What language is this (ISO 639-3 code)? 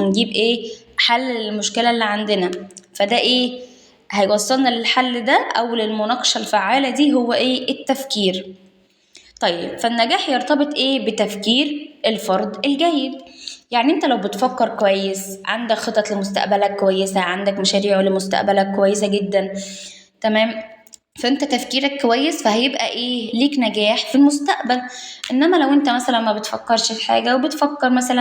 arz